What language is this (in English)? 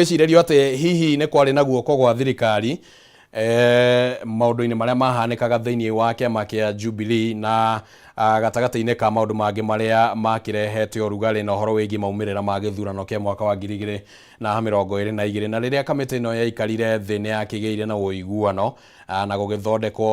Kikuyu